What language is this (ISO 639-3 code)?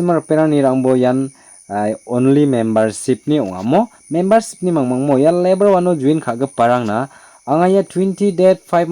grt